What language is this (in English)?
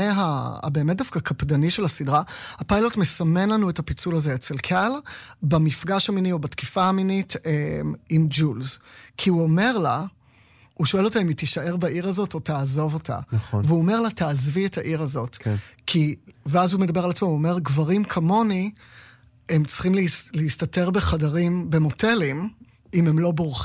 Hebrew